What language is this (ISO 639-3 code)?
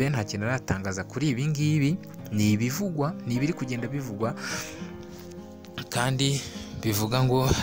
kin